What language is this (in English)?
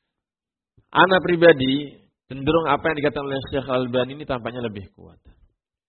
Indonesian